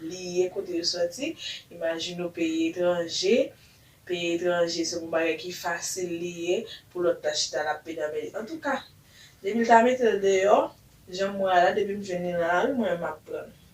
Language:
Haitian Creole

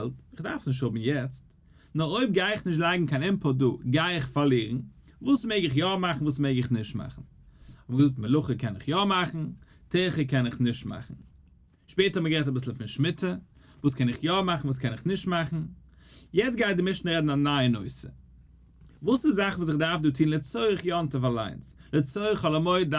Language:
Yiddish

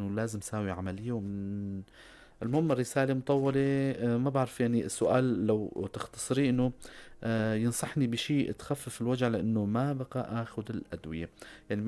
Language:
North Levantine Arabic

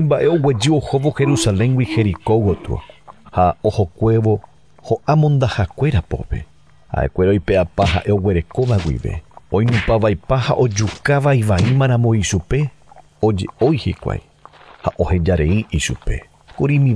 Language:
Guarani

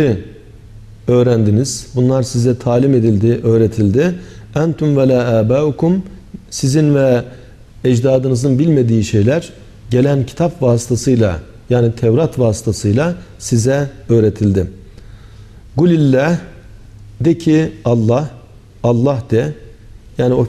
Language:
Turkish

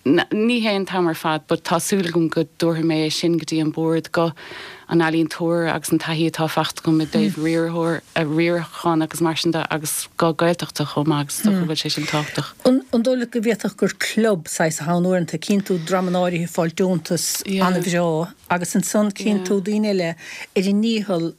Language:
Irish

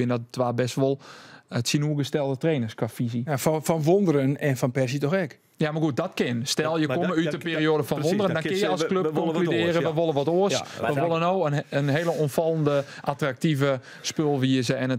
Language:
Western Frisian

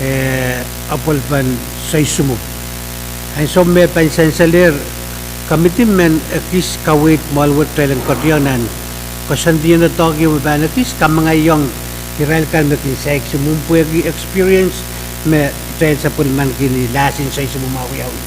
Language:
Pohnpeian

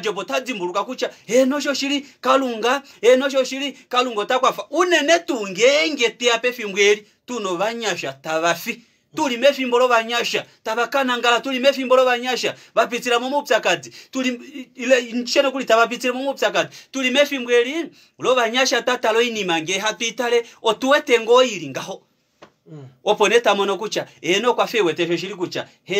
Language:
Kuanyama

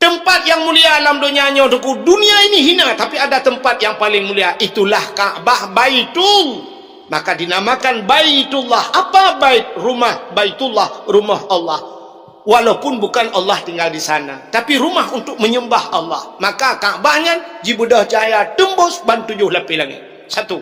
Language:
Achinese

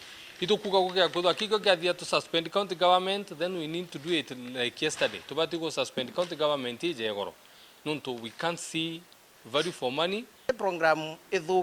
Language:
Meru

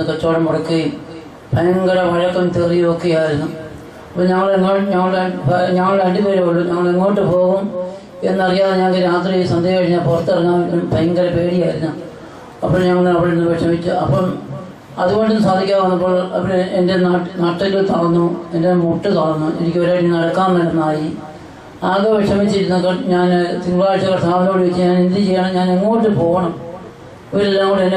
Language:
Malayalam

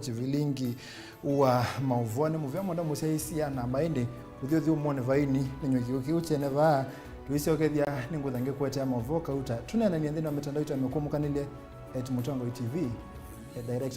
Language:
Kamba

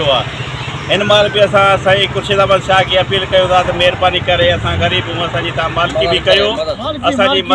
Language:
Sindhi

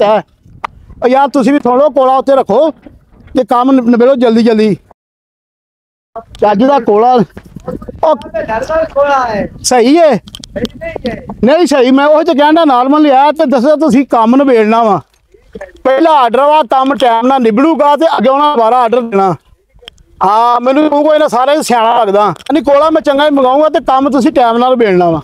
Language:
Punjabi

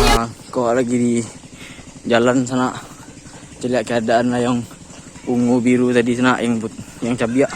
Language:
Minangkabau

